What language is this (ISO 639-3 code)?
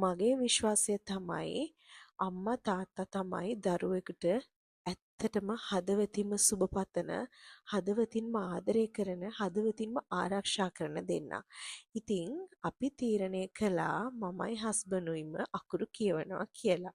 sin